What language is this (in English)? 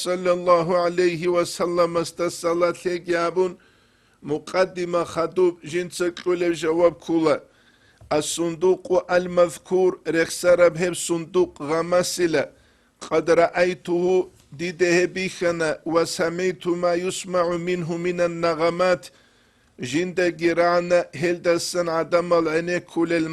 Avaric